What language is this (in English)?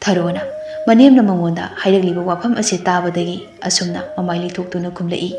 Manipuri